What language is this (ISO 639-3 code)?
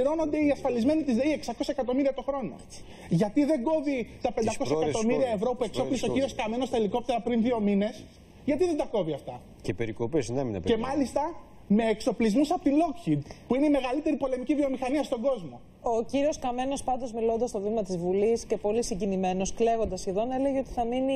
ell